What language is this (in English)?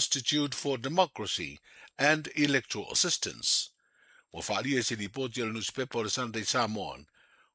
Samoan